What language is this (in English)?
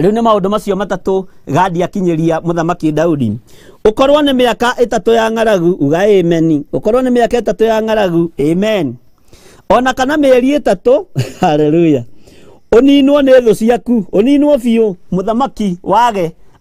Kikuyu